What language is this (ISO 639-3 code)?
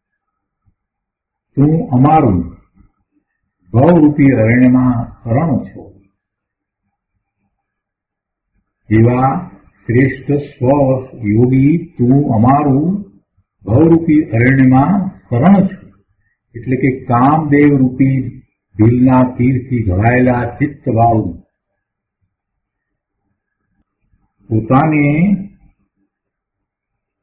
guj